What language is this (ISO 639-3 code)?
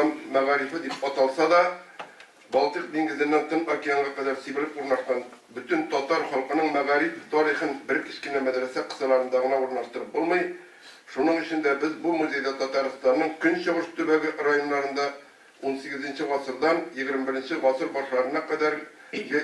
tat